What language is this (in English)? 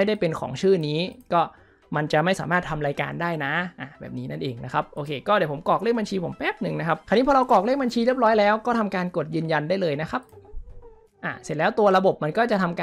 Thai